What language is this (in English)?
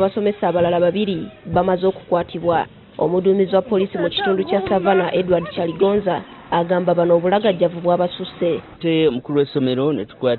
Ganda